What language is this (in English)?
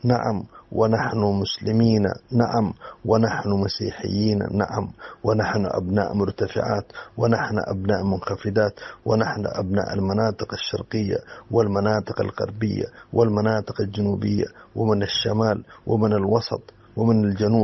Tigre